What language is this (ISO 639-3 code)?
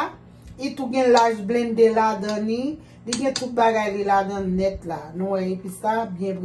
hat